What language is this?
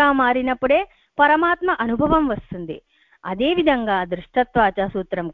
Telugu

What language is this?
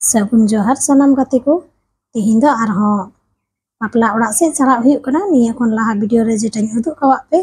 Santali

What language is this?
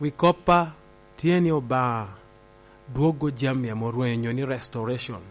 Lango (Uganda)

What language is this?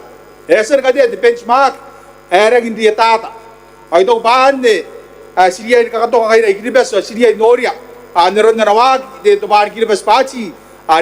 Gilbertese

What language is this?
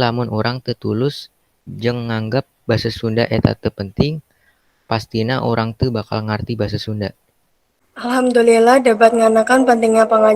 Sundanese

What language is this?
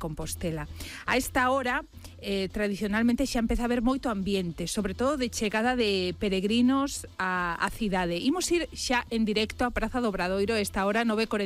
Galician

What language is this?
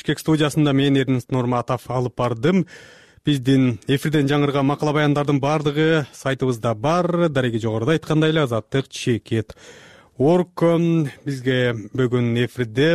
Kyrgyz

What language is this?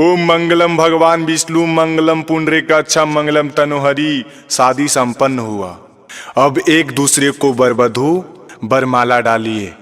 Magahi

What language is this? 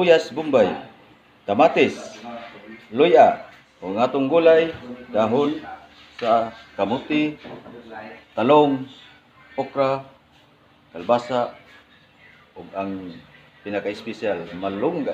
Cebuano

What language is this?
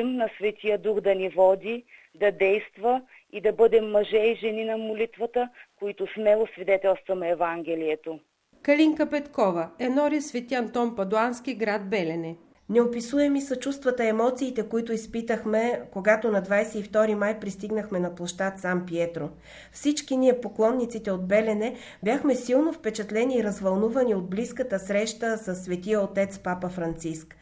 Bulgarian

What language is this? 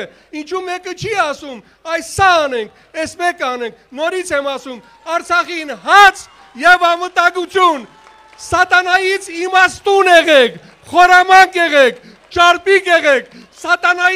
Armenian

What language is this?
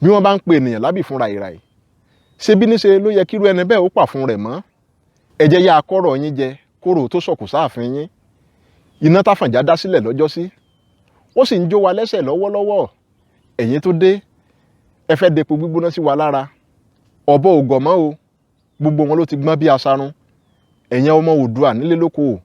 Yoruba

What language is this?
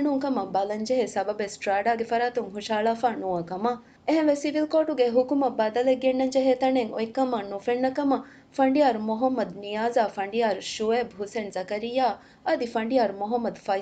Divehi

